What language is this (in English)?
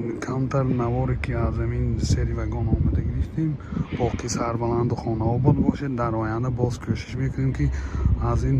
Tajik